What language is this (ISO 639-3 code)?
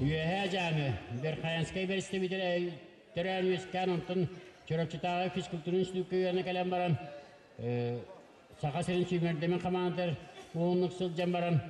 sah